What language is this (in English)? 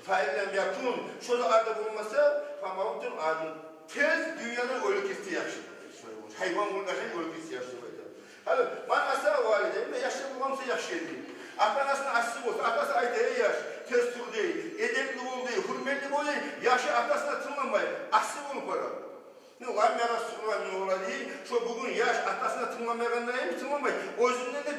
Kumyk